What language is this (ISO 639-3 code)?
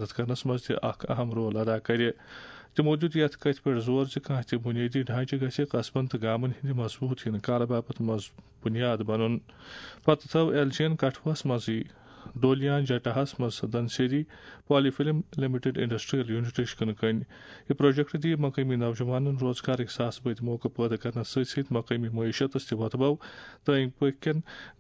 kas